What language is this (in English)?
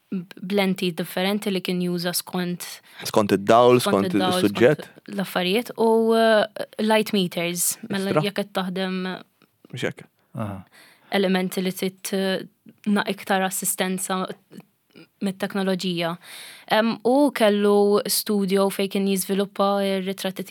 Maltese